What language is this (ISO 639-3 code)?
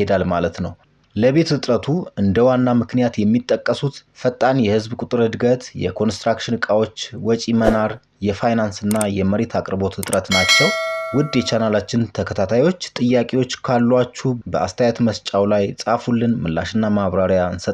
amh